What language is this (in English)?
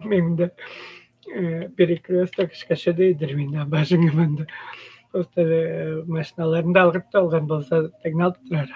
Tuvinian